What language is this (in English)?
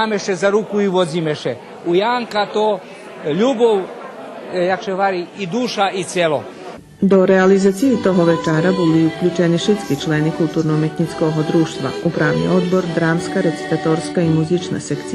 Rusyn